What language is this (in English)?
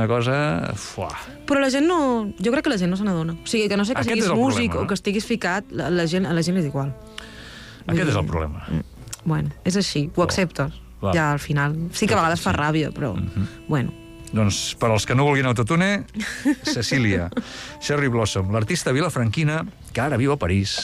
Catalan